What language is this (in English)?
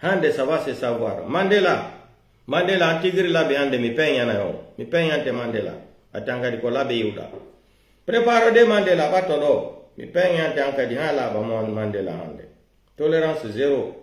Pular